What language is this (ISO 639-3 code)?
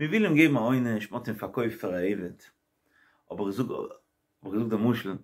yid